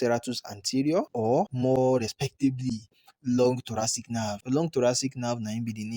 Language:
Nigerian Pidgin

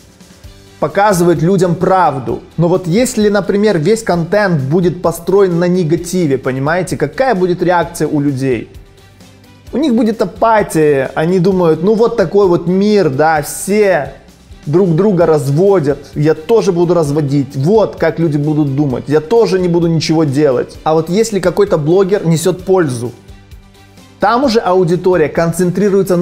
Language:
Russian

